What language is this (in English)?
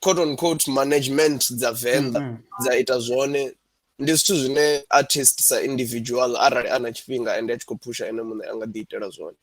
Venda